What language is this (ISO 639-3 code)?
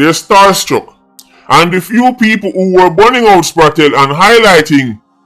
jam